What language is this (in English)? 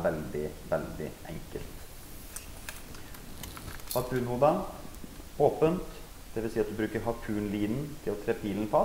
Norwegian